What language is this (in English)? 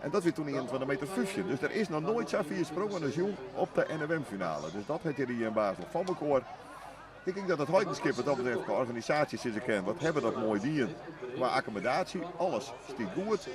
Western Frisian